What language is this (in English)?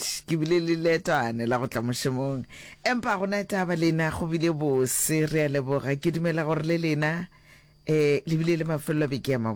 Northern Sotho